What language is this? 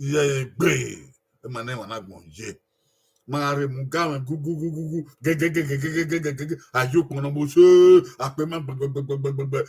Bini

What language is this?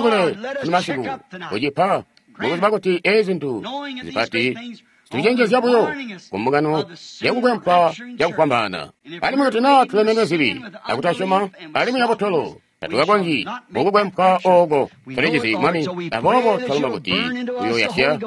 Tonga (Zambia)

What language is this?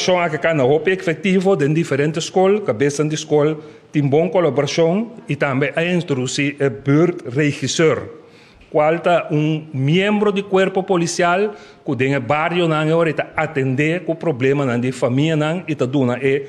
Papiamento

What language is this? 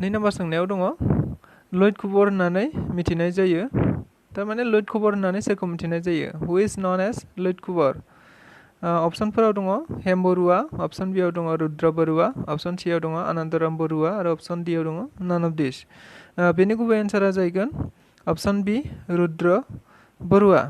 Bodo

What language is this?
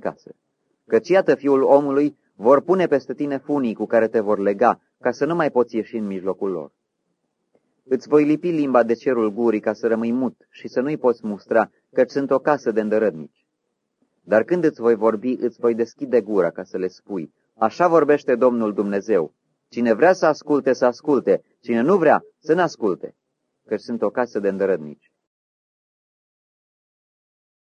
Romanian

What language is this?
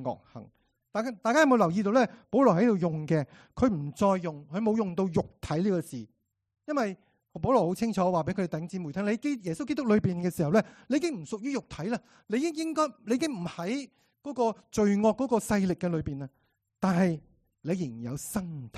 Cantonese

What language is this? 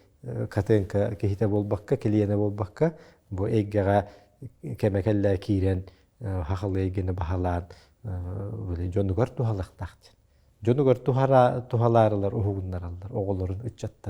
Yakut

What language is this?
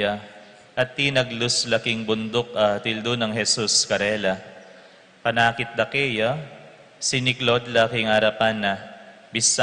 Pampanga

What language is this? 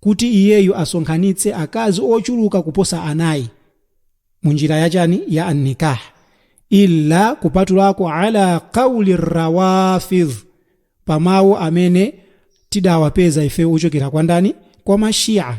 Nyanja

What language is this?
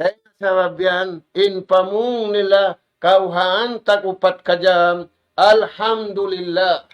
Tausug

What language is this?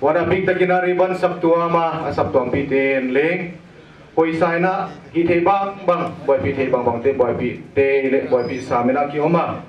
Paite Chin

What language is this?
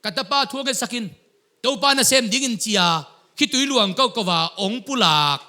Tedim Chin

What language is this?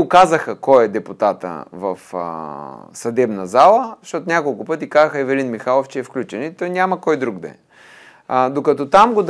Bulgarian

